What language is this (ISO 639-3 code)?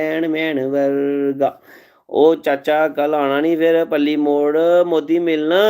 doi